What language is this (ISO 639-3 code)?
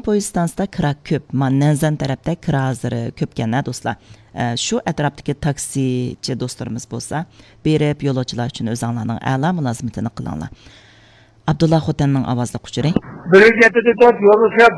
uig